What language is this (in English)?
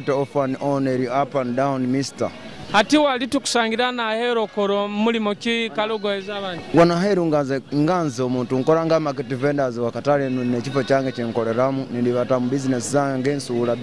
Nyoro